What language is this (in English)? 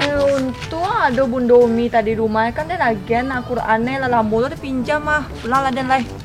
Minangkabau